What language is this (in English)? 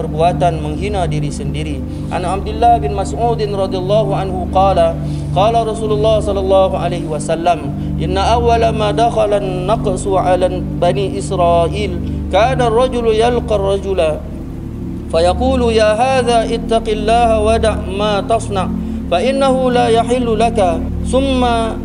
Malay